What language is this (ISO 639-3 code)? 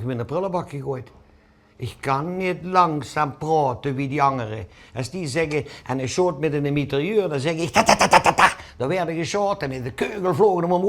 lim